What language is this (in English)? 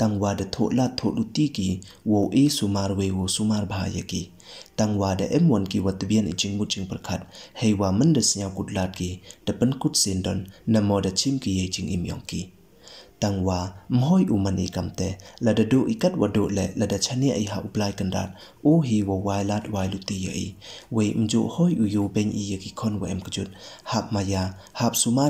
Pnar